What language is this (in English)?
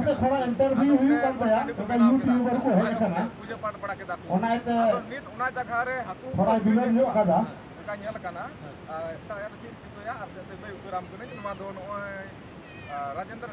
Santali